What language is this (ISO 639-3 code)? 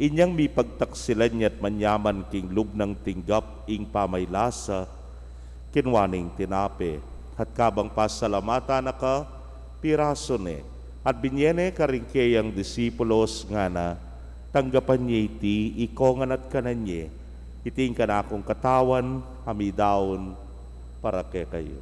pam